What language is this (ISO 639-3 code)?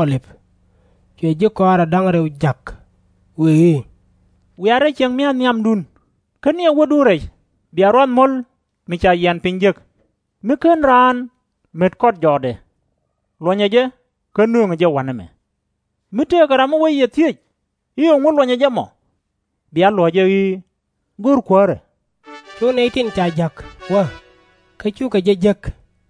nus